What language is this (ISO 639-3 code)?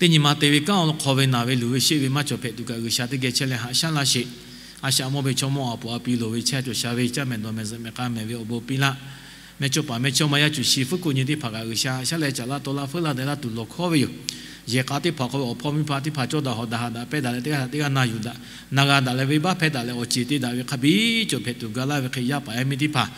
lhu